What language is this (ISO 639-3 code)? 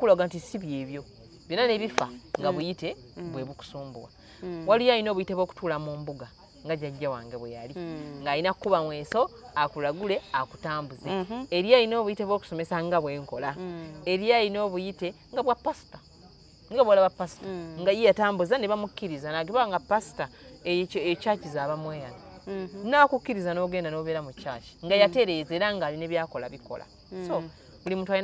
lug